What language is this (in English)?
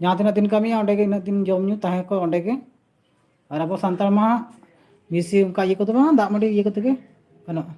Santali